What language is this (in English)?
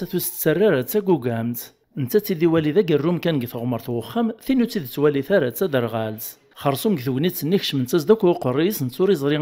Kabyle